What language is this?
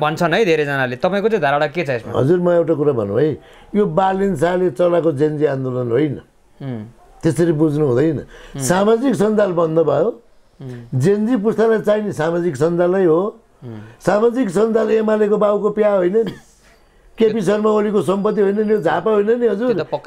Nepali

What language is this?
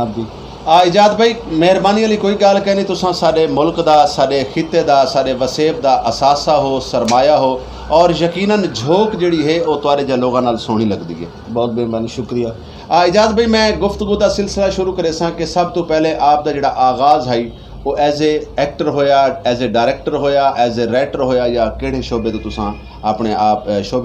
Saraiki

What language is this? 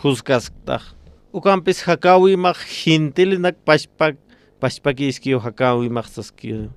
Aymara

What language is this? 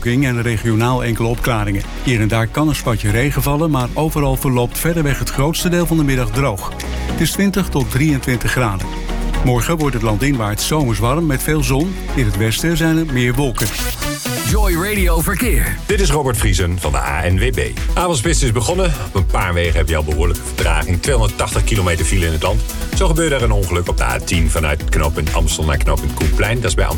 Dutch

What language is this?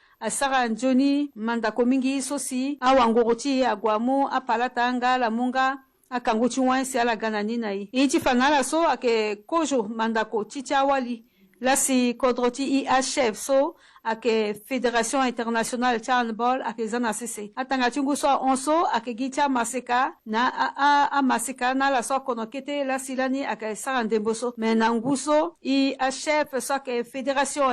Sango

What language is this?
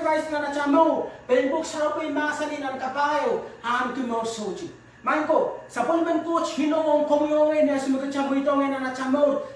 Pohnpeian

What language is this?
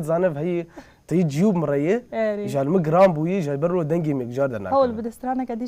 Kurdish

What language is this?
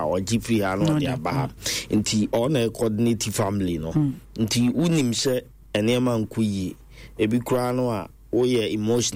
Akan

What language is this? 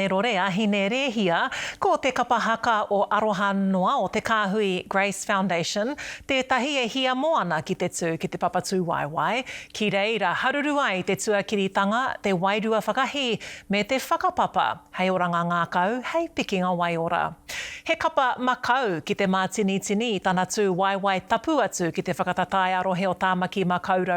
Māori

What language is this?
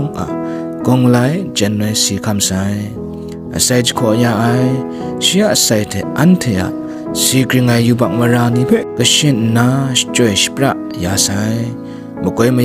Kachin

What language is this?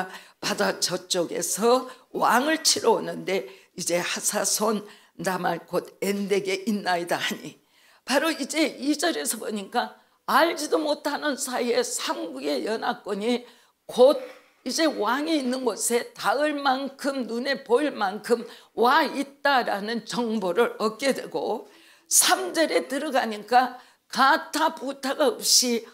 Korean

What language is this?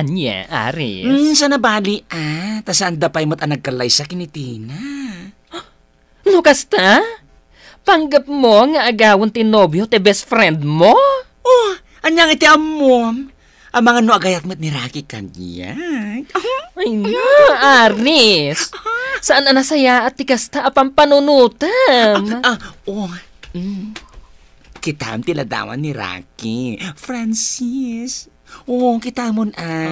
Iloko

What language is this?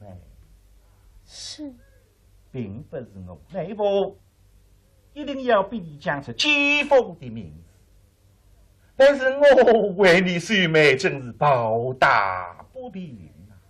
Wu Chinese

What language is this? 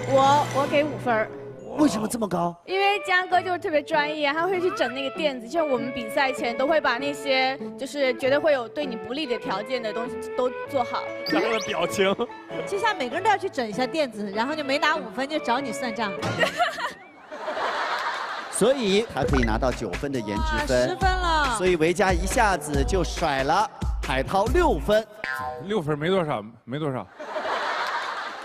Chinese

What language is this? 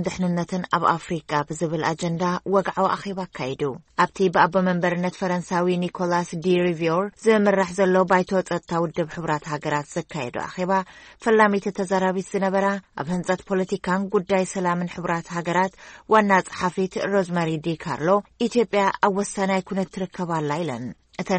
Tigrinya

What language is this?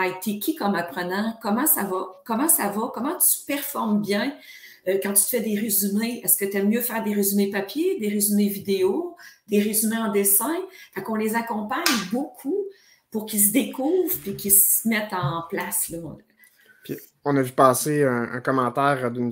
French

